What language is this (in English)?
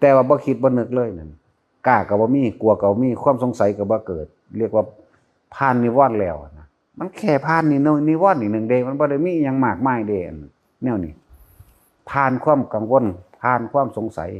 Northeastern Thai